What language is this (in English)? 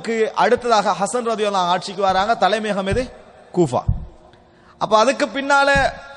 Tamil